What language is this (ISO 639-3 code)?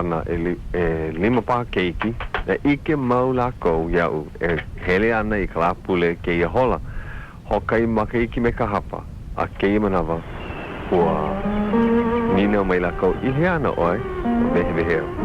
haw